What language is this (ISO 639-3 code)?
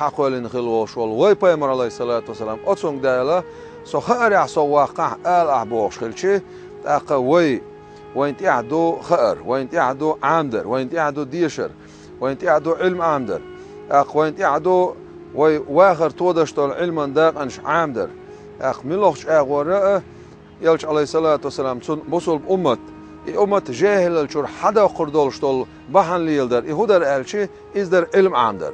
che